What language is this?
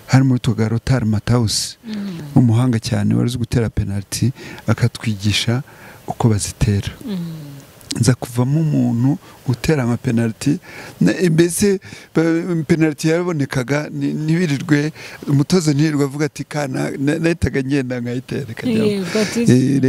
Kinyarwanda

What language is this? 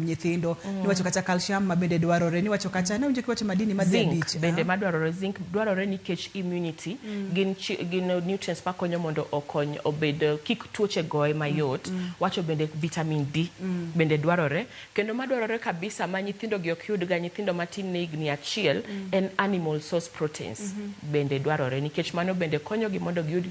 Luo (Kenya and Tanzania)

